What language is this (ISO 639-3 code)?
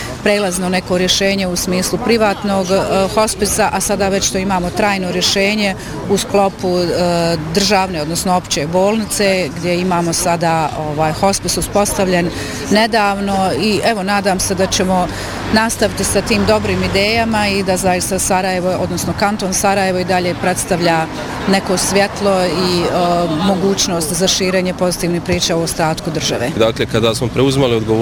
bos